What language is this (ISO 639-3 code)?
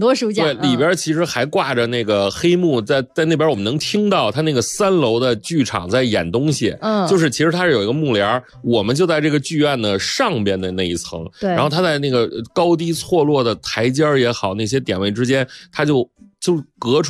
zho